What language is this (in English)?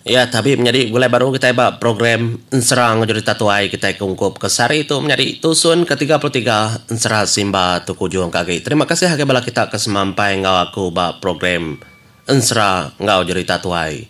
Iban